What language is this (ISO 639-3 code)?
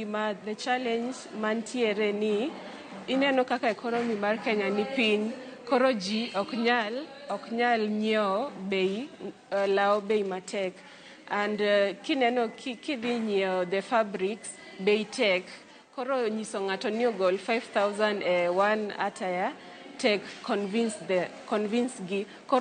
luo